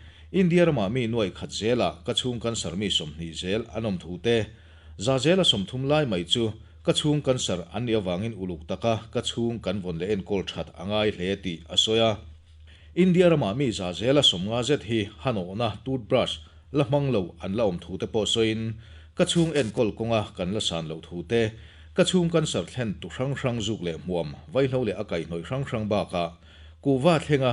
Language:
Mizo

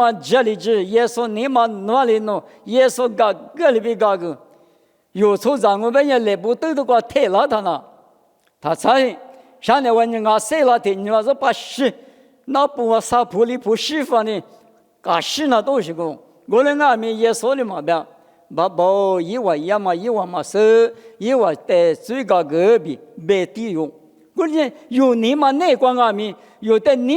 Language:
Lisu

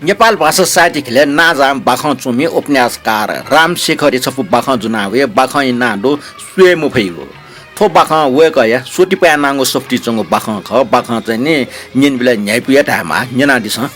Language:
Newari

